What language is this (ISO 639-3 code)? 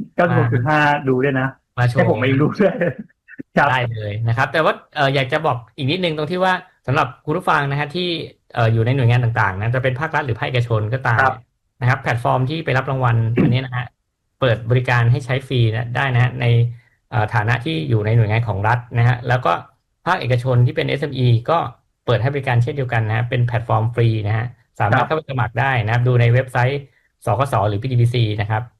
tha